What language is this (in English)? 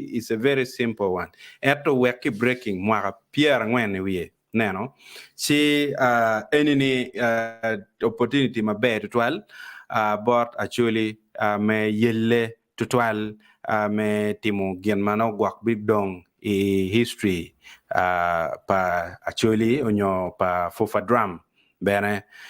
Acoli